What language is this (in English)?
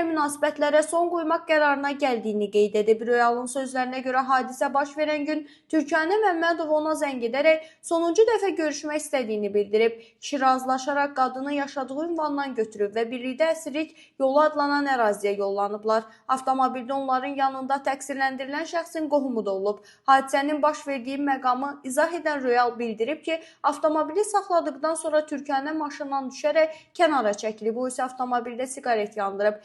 Azerbaijani